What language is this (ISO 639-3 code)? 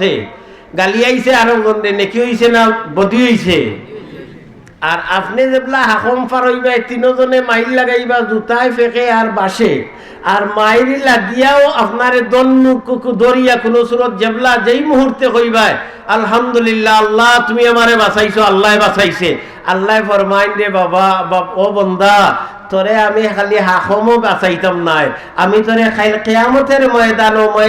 syl